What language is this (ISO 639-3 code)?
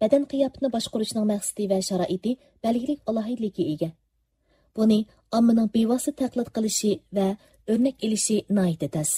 uig